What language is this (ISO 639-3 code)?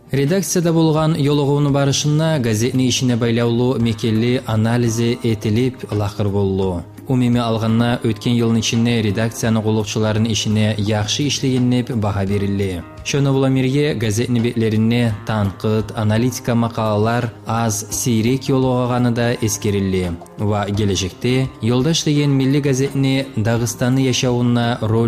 kum